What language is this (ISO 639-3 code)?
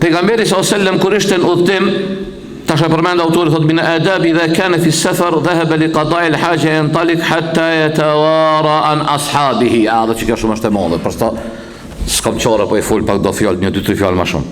sqi